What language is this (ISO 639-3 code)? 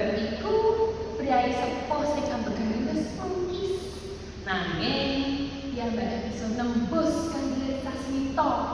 jav